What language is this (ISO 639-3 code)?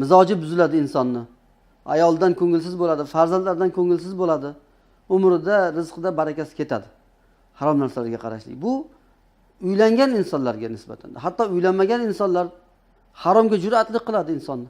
uzb